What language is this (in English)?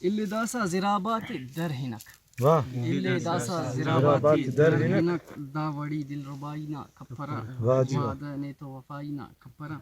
Brahui